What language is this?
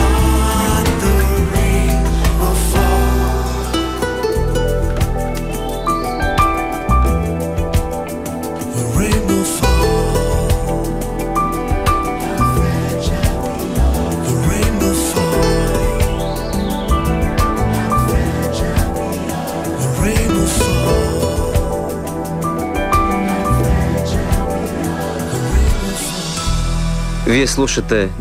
Bulgarian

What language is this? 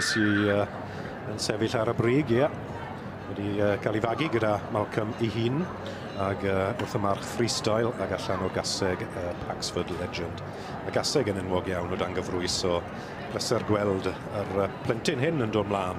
Welsh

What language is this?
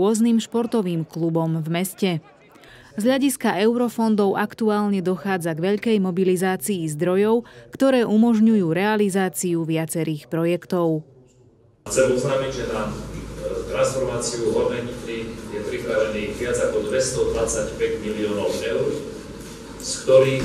Slovak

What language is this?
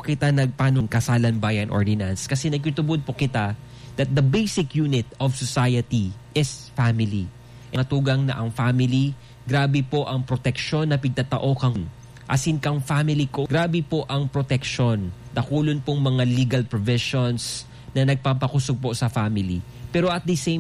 Bikol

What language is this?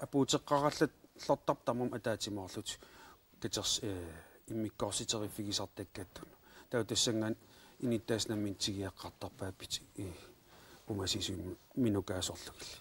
Kalaallisut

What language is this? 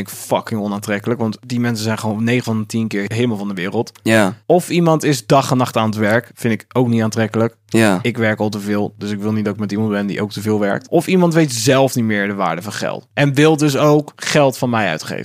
Dutch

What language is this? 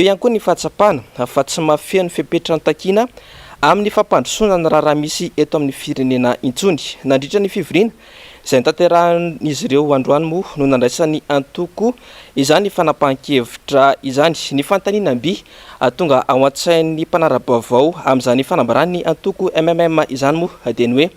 Malagasy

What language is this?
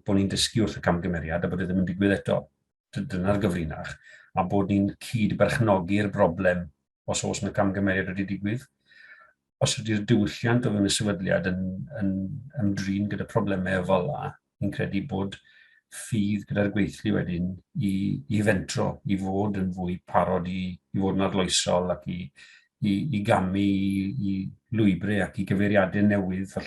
Welsh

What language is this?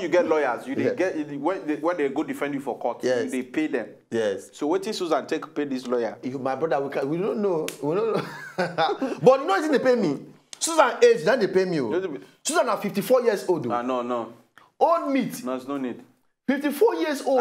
Nigerian Pidgin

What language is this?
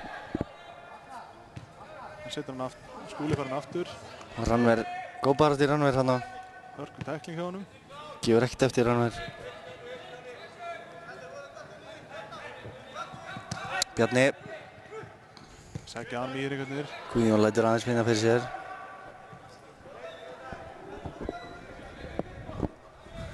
Icelandic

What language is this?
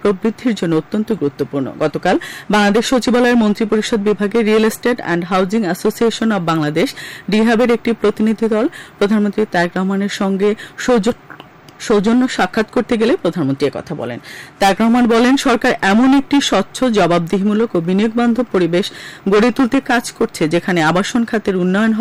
Bangla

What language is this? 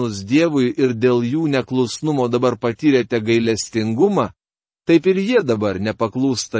Lithuanian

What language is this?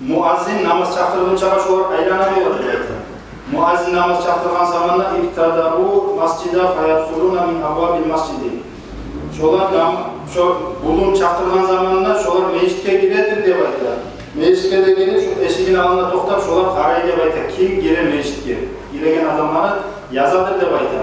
Kumyk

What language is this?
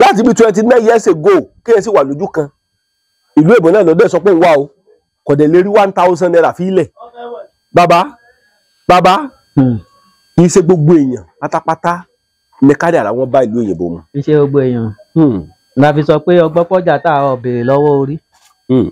Yoruba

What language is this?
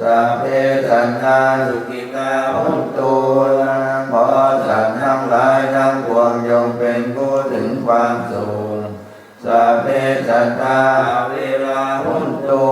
Pali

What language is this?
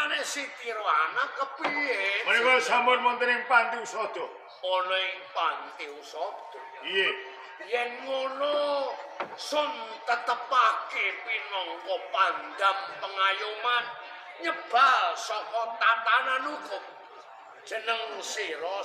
Javanese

